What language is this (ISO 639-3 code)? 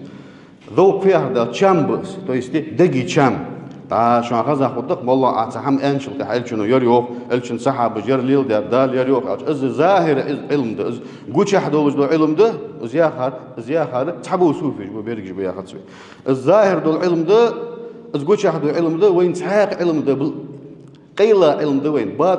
inh